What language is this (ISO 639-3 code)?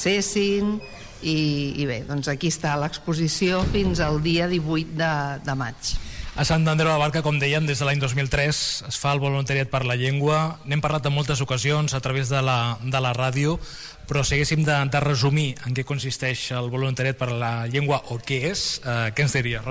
cat